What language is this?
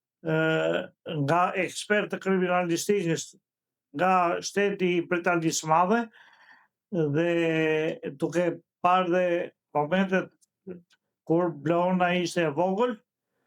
Albanian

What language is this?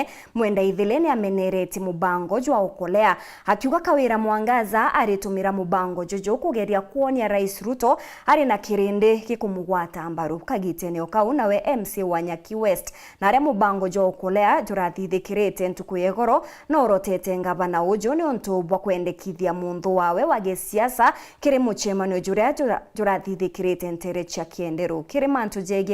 Meru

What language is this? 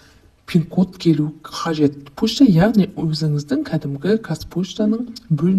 Kazakh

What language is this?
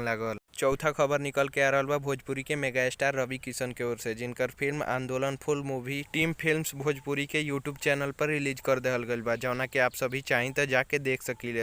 Bhojpuri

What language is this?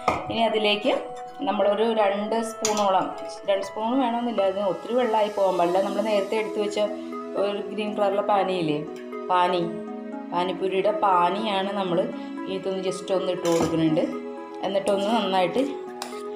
Malayalam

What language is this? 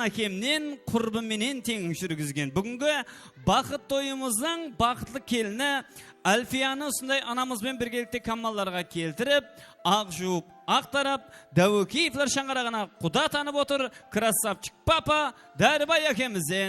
Kara-Kalpak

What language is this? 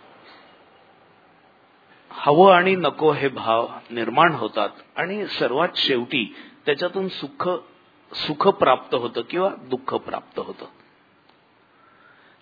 Marathi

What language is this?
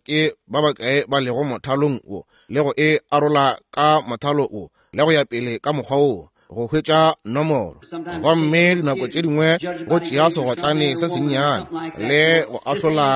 Northern Sotho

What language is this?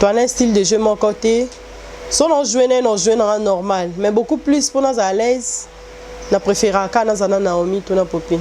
Lingala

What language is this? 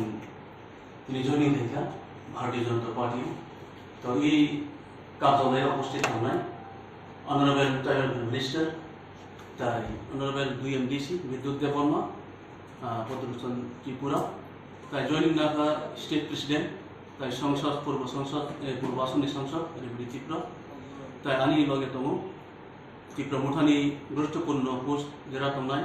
Kok Borok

